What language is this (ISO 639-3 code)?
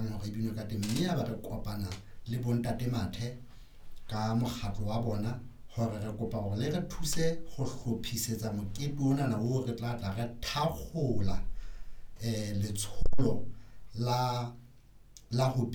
sot